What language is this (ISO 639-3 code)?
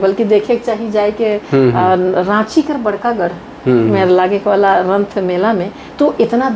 sck